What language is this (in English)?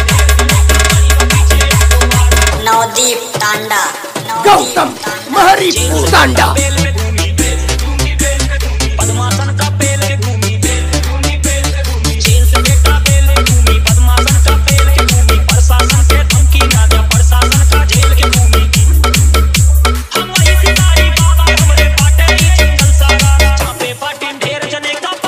Bhojpuri